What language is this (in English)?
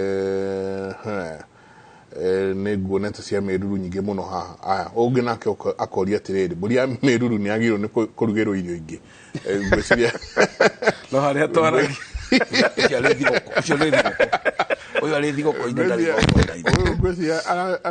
Kikuyu